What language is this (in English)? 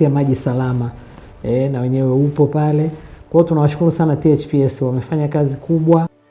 Swahili